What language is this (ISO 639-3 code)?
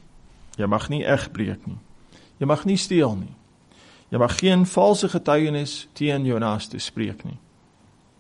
afr